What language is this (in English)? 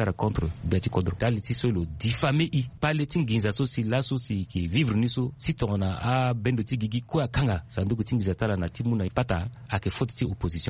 Sango